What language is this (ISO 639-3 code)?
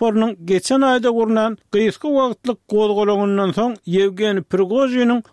tuk